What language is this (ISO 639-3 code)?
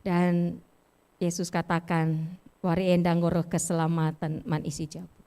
btx